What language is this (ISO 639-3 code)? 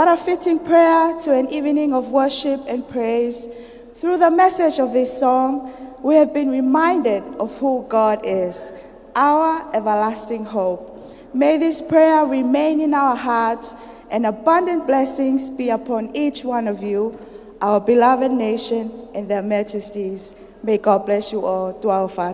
ton